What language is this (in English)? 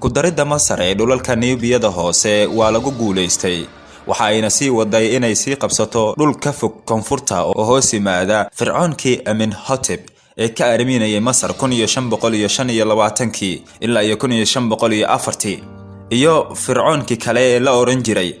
Somali